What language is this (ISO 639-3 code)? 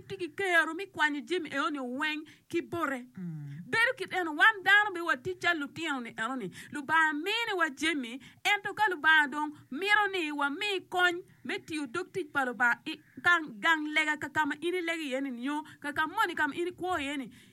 ach